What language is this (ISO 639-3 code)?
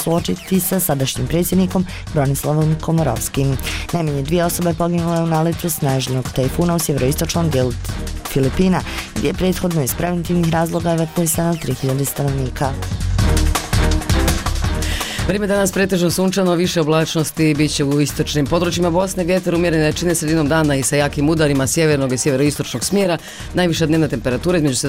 bos